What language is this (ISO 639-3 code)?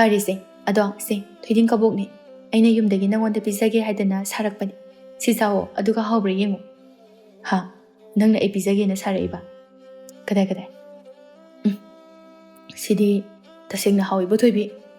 mni